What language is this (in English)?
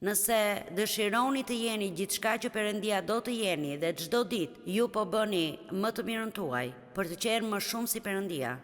Albanian